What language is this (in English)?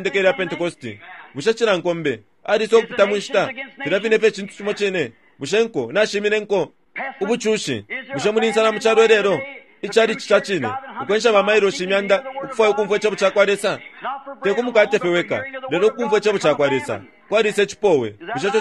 Bemba